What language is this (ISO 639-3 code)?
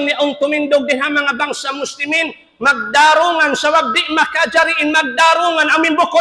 tsg